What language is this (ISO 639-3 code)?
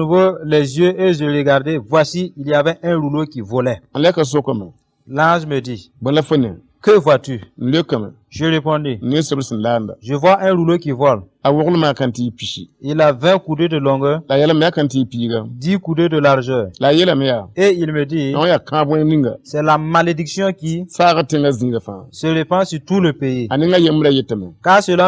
mos